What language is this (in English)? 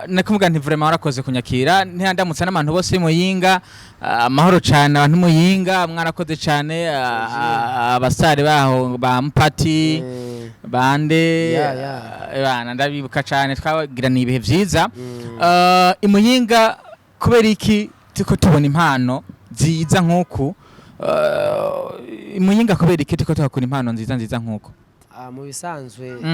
Rundi